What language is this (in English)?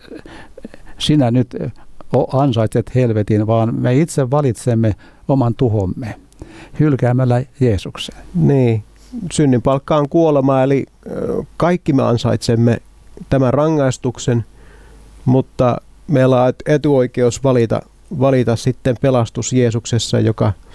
Finnish